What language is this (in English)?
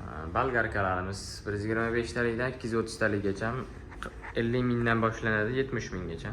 Uzbek